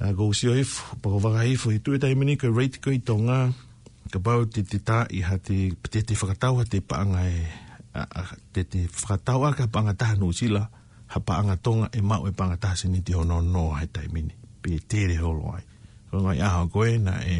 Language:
Tongan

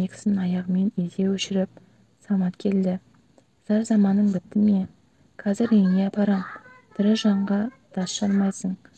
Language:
Kazakh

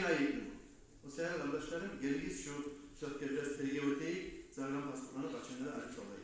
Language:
Kumyk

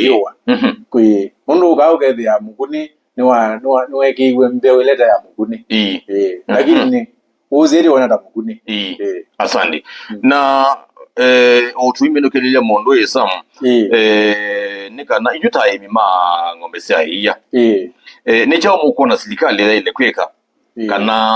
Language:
Kamba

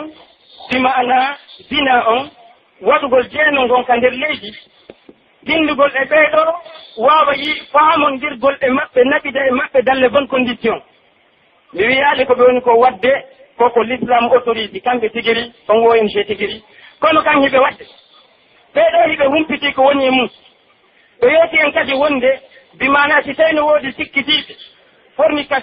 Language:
Pular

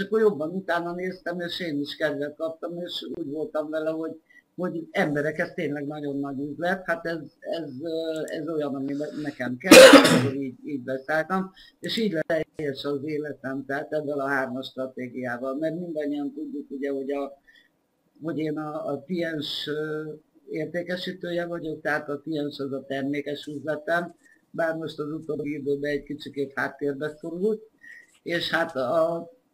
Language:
Hungarian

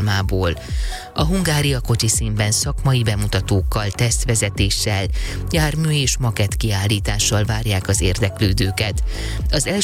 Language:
Hungarian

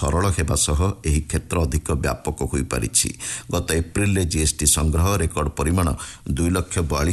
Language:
Odia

